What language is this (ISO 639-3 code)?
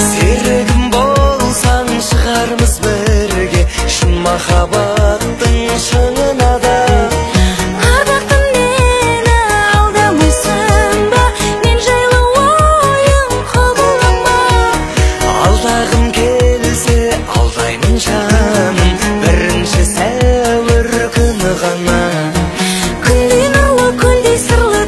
kaz